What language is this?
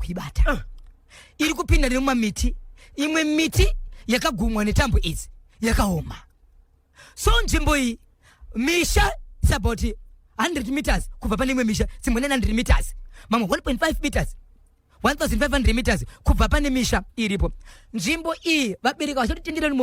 Shona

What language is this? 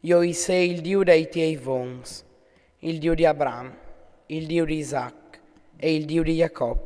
Friulian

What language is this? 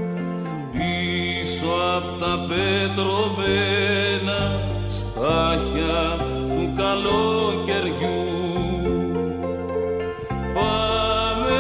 Greek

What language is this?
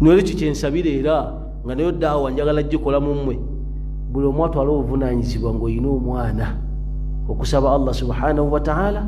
Ganda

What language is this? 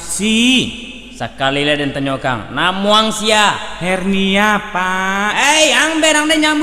Minangkabau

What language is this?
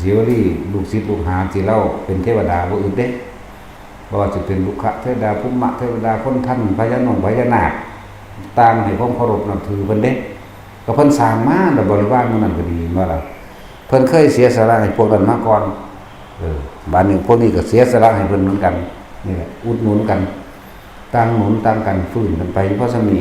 Northeastern Thai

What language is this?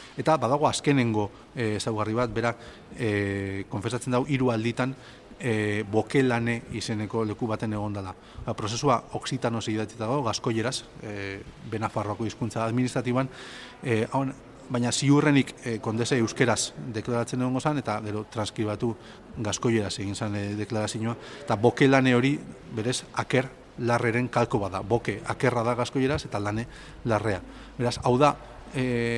Basque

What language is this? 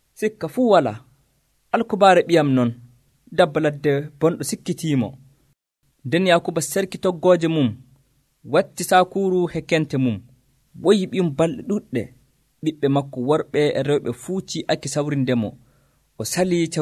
Nigerian Fulfulde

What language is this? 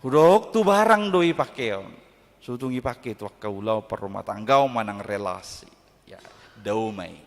Batak Toba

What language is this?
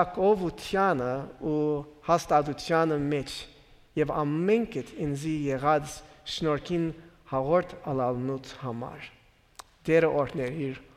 Western Armenian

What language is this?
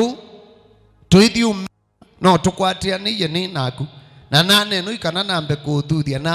Kamba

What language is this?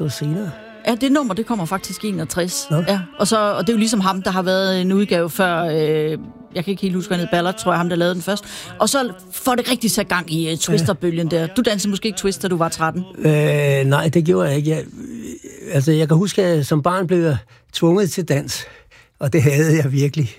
Danish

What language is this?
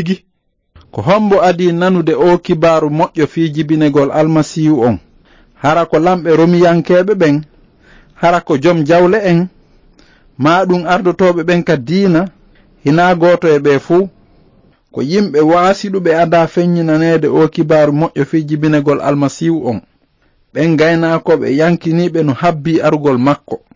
Fula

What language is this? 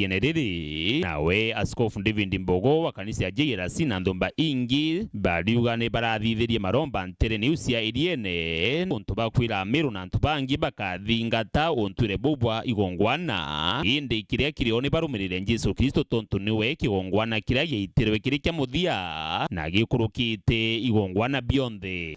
Meru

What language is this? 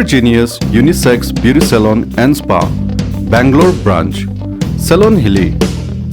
Tangkhul Naga (India)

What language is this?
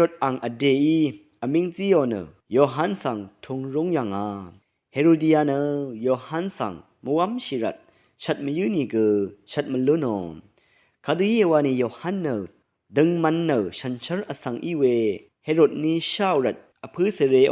Rawang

